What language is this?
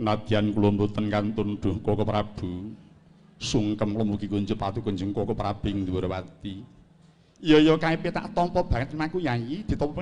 Javanese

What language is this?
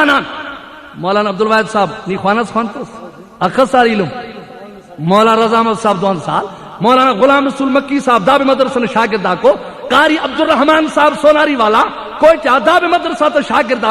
Brahui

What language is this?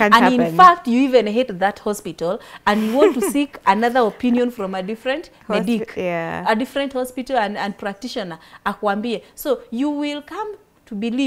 English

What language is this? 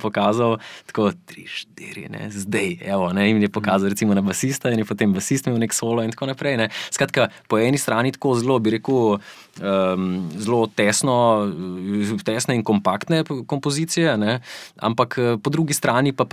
Slovenian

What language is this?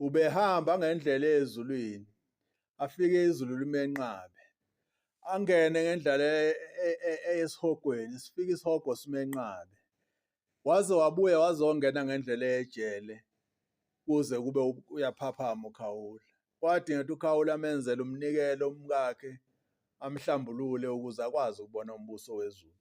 Zulu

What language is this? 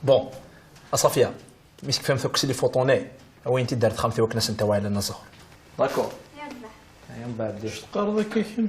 Kabyle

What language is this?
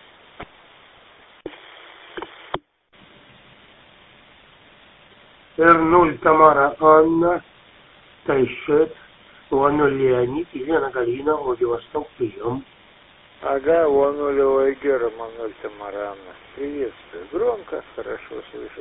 Russian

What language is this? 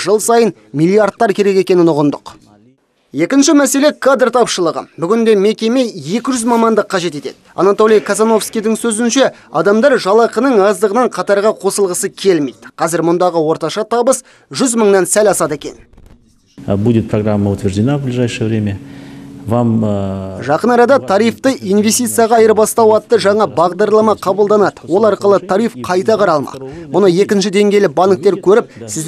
Kazakh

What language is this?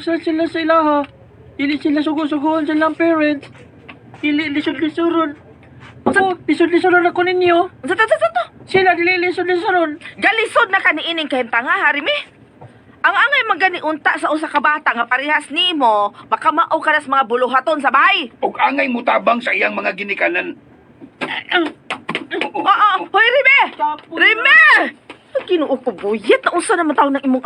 Cebuano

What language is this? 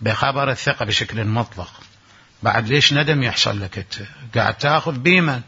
Mesopotamian Arabic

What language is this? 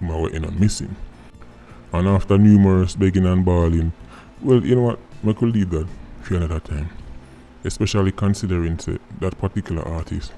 Jamaican Creole English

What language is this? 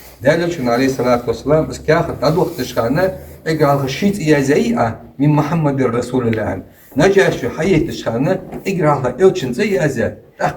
Ingush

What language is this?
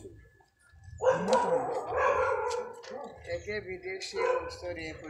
Konkani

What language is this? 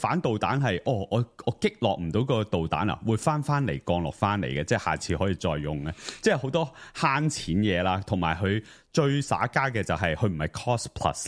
Cantonese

